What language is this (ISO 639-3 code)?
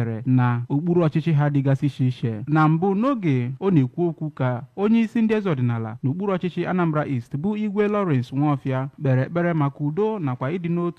ibo